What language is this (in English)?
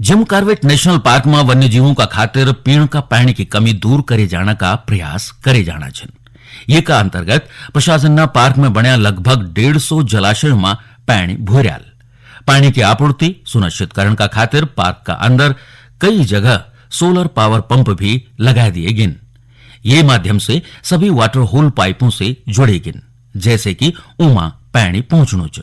Garhwali